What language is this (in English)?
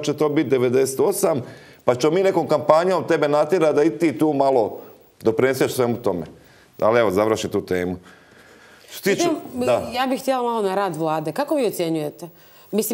Croatian